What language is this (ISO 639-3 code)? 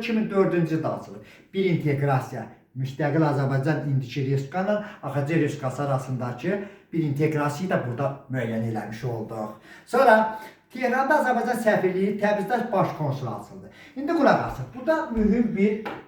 aze